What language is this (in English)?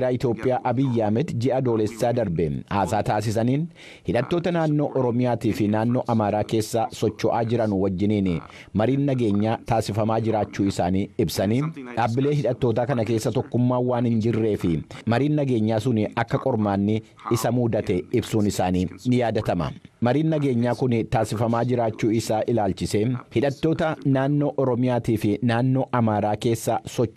Oromo